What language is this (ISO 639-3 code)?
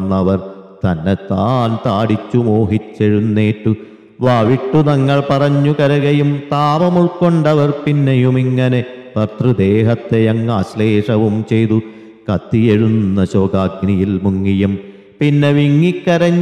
mal